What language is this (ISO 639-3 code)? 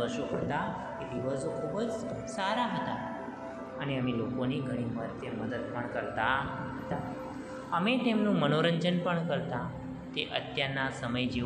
guj